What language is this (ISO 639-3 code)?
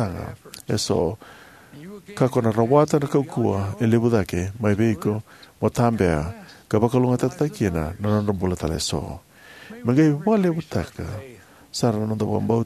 fij